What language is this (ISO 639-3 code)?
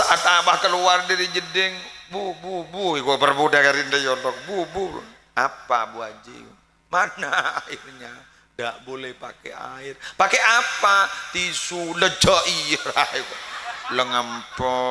mad